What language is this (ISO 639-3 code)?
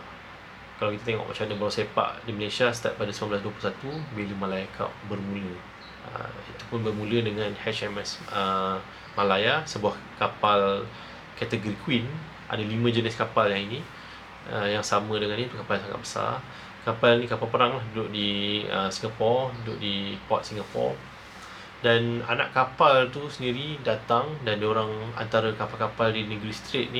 msa